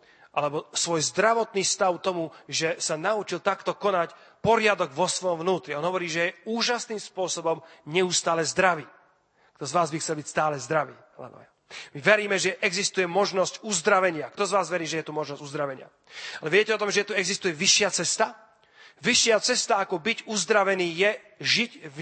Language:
Slovak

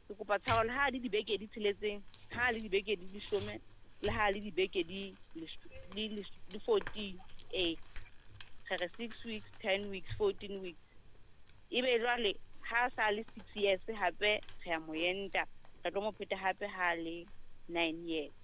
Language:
Southern Sotho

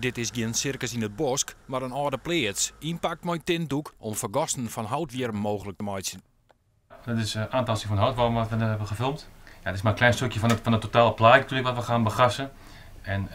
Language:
Western Frisian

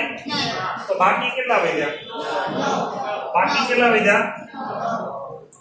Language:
Gujarati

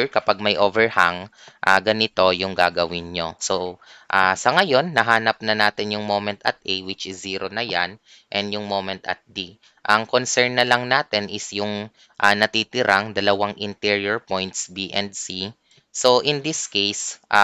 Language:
Filipino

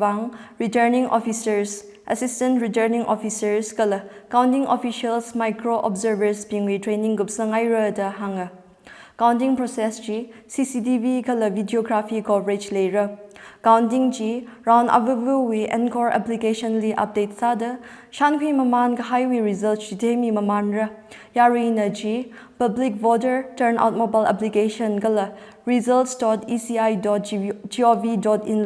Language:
Tangkhul Naga (India)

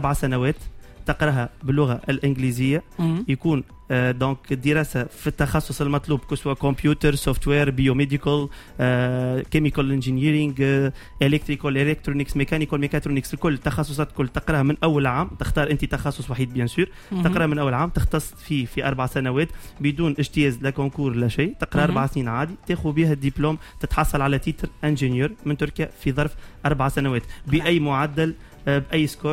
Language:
Tunisian Arabic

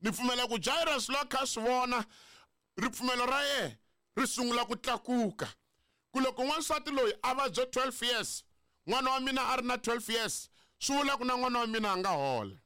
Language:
Tsonga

